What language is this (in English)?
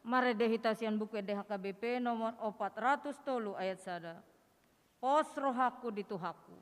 Batak Toba